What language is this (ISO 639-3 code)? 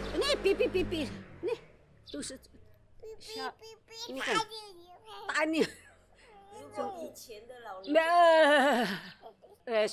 trv